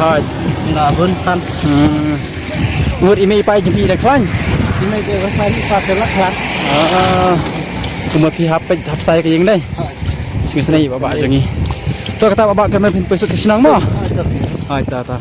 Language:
Khasi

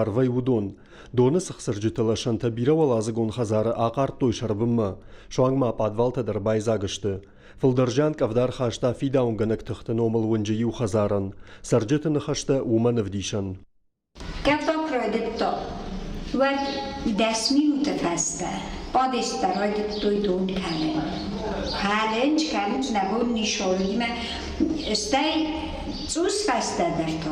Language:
Ossetic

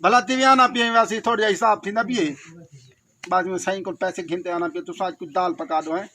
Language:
Saraiki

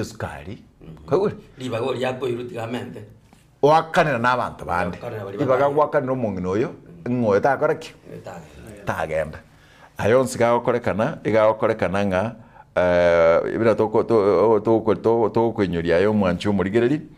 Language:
Gusii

